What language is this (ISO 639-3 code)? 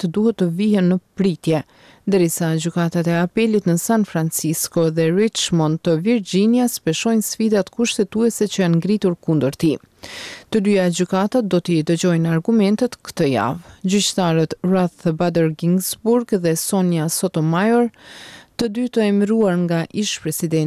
sqi